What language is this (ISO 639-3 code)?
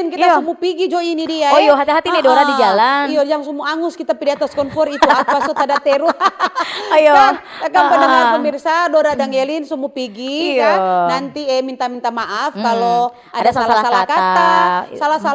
xmm